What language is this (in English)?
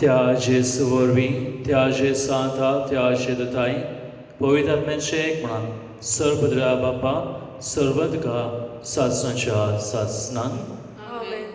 Konkani